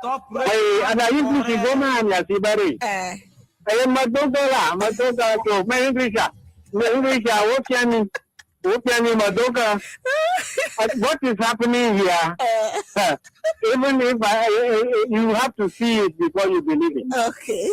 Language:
Ewe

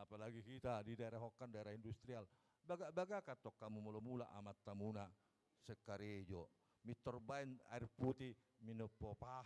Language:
Batak Toba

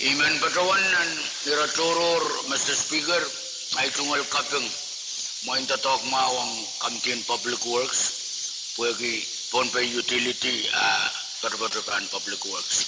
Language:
Pohnpeian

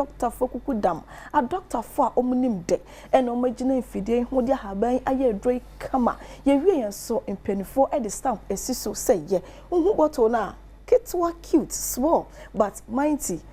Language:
Akan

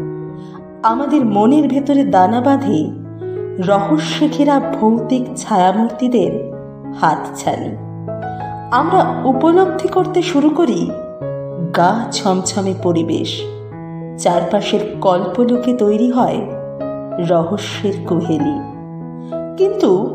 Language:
Bangla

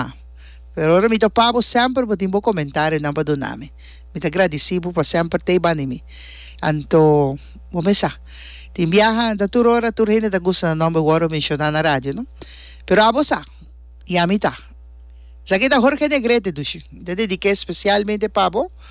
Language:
Papiamento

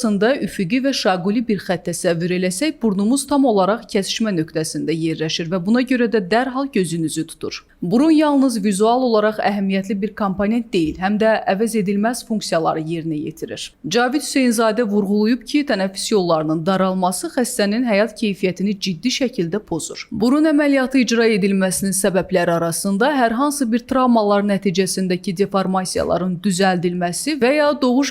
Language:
Azerbaijani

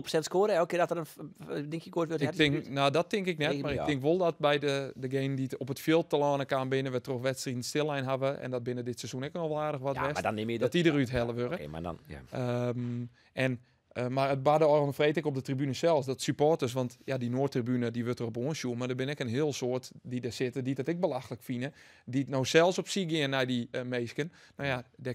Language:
Western Frisian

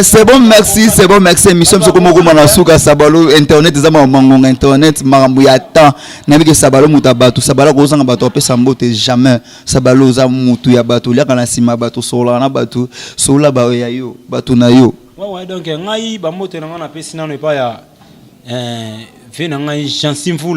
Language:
Lingala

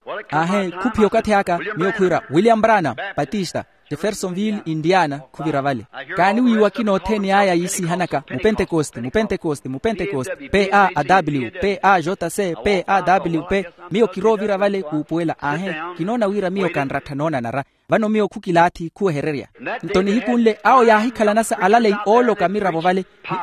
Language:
Makhuwa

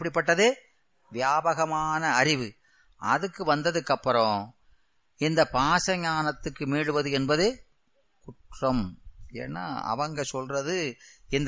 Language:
Tamil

